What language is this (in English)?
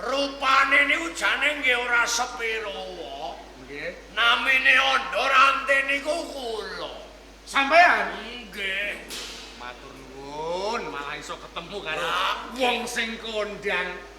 Javanese